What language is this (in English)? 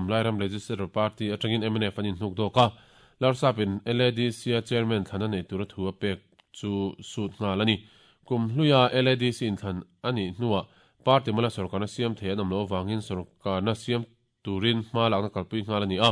Mizo